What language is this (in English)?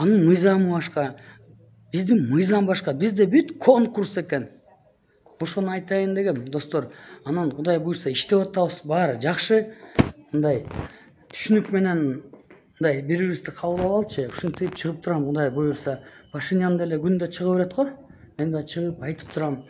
Kyrgyz